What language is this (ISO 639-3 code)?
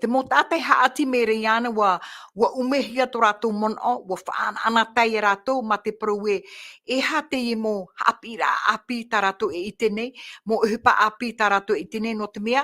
tah